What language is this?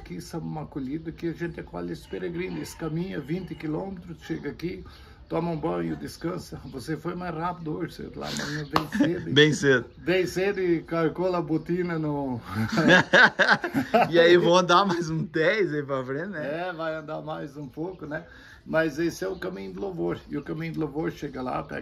Portuguese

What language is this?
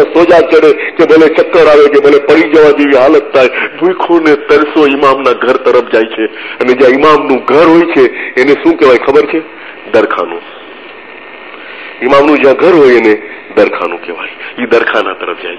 Gujarati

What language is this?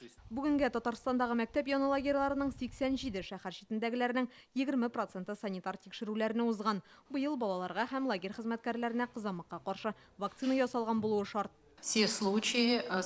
Tatar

